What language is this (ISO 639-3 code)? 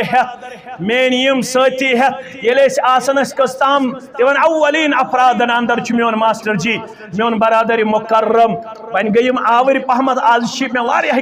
kas